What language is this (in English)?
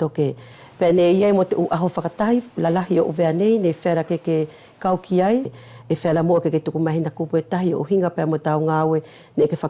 Wallisian